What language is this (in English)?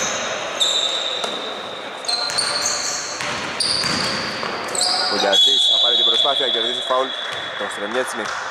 Greek